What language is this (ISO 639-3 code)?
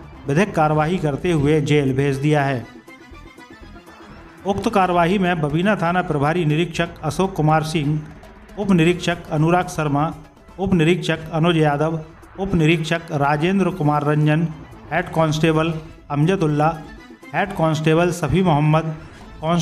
hin